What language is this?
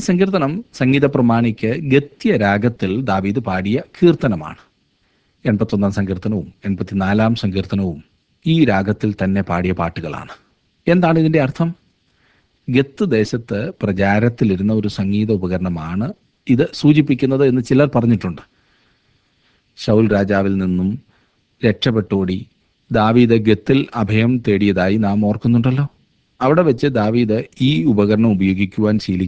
Malayalam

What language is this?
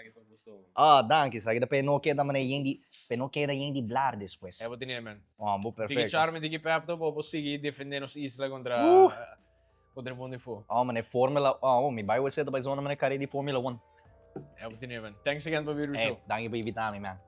Papiamento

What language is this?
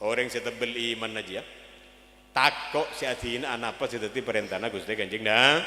Madurese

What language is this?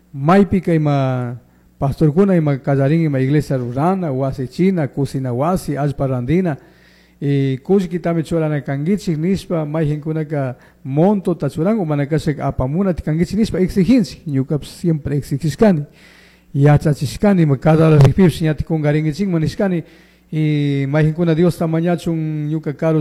Chimborazo Highland Quichua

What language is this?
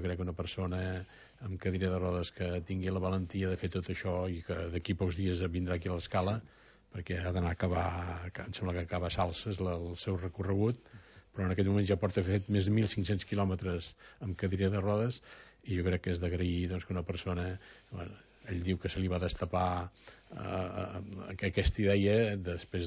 Catalan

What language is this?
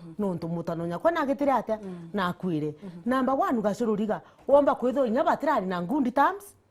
Meru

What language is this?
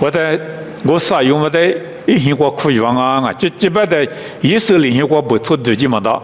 Lisu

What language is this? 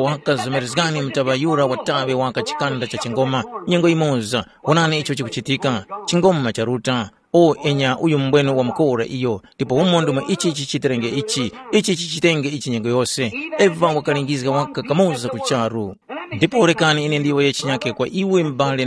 Tumbuka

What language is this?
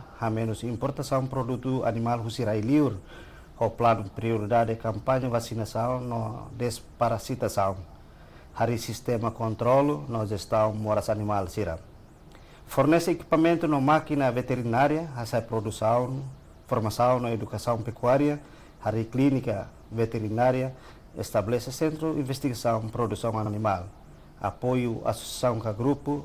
Tetum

